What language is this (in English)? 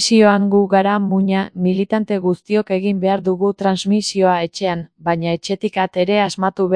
Basque